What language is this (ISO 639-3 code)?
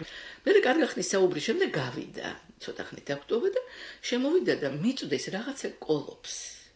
kat